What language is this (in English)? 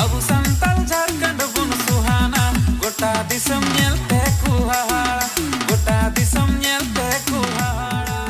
Santali